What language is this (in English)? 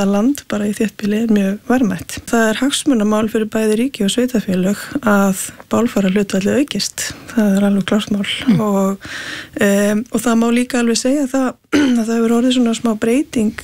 Icelandic